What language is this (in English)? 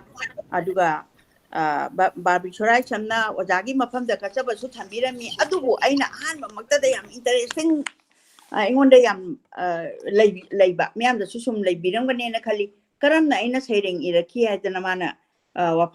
Manipuri